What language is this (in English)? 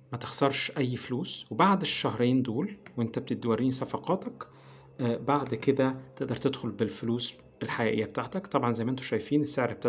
Egyptian Arabic